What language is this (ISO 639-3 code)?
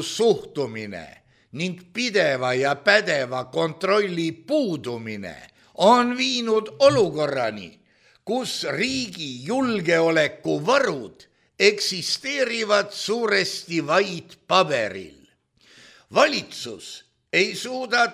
est